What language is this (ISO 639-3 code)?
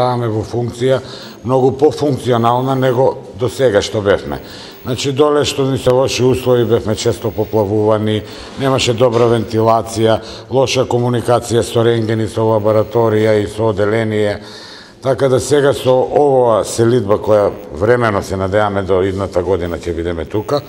mkd